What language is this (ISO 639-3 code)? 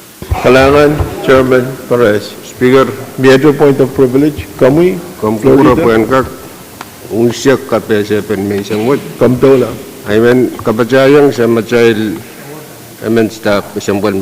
pon